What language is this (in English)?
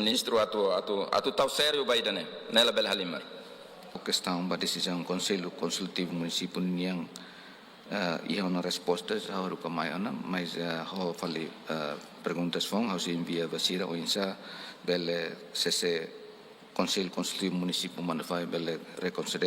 Tetum